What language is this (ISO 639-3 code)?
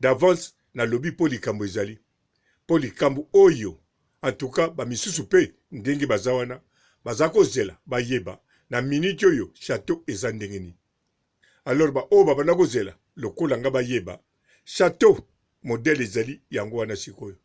lin